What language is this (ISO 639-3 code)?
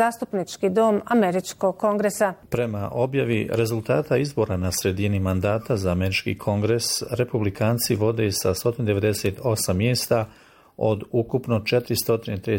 bos